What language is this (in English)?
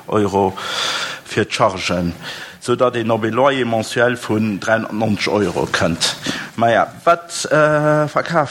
Luxembourgish